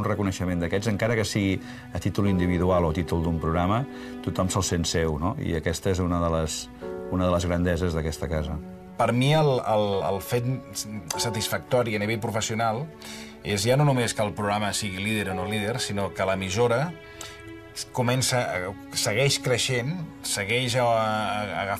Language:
Catalan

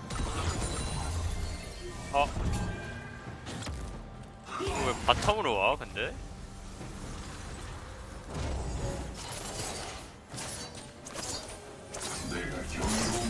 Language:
Korean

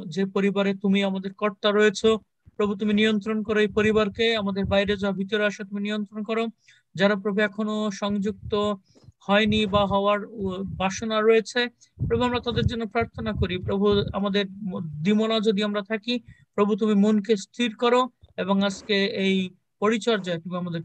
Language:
Bangla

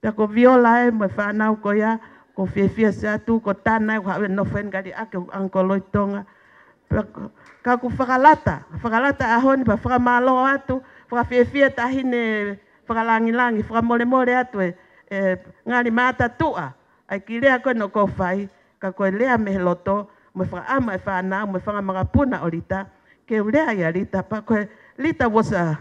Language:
Tongan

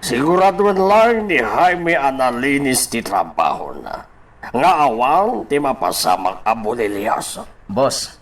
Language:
Iloko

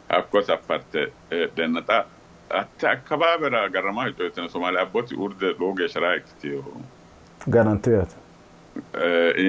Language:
Sidamo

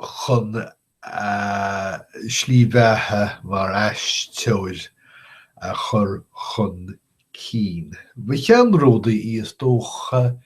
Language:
Irish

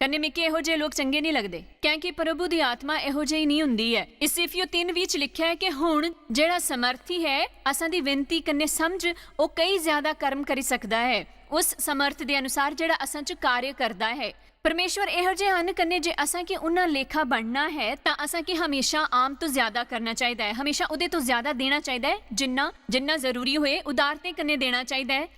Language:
Dogri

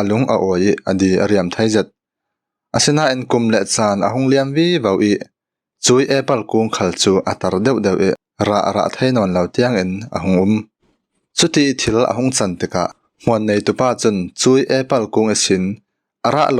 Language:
Falam Chin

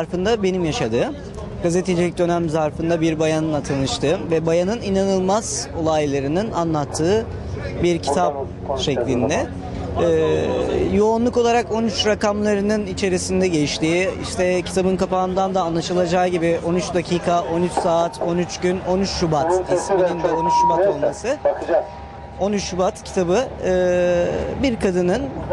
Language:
Turkish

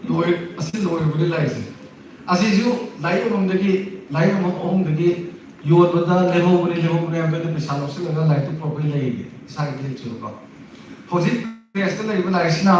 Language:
Manipuri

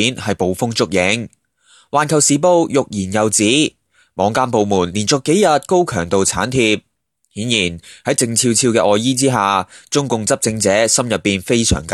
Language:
Cantonese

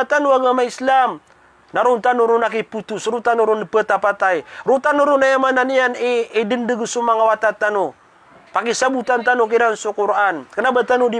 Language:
Maranao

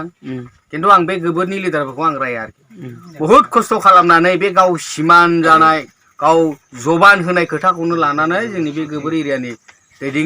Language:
Bodo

